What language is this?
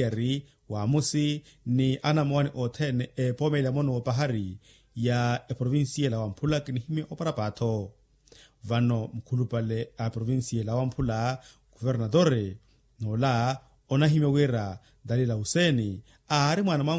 Makhuwa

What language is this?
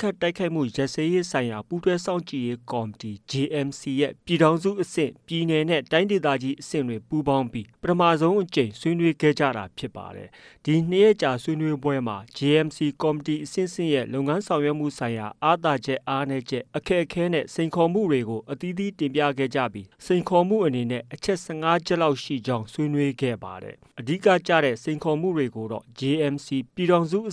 Burmese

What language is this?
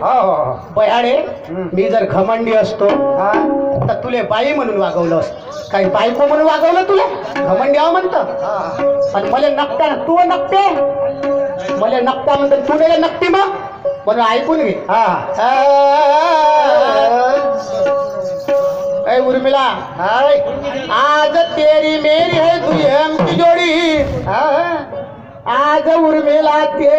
Marathi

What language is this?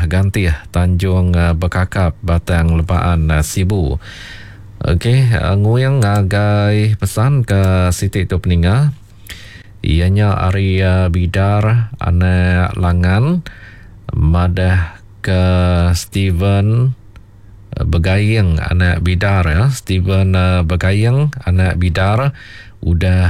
Iban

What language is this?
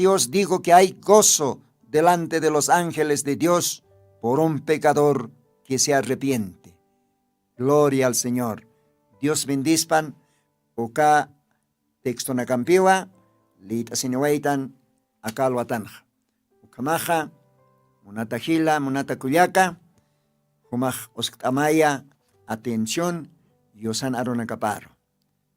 Aymara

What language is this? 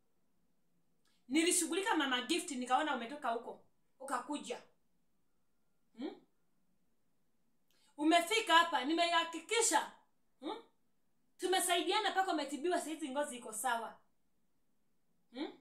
Swahili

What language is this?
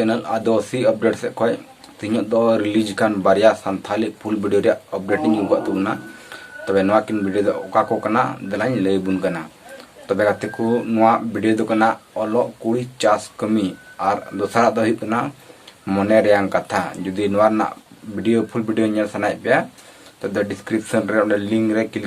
Santali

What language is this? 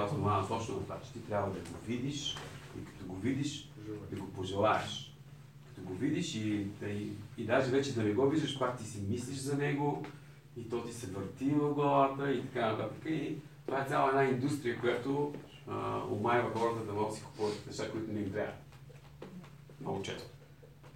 Bulgarian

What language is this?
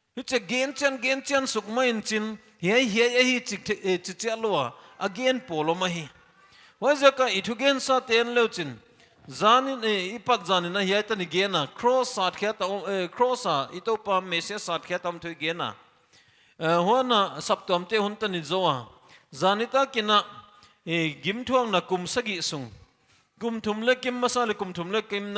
Paite Chin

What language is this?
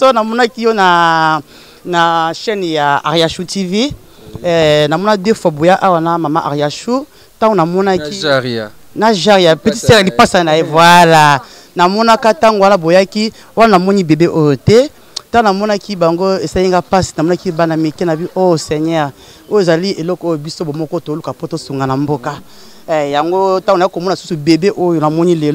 Lingala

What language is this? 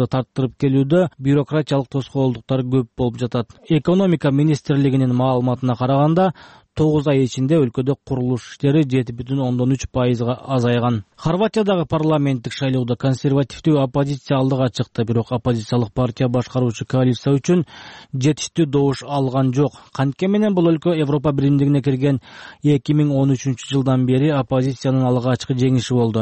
Kyrgyz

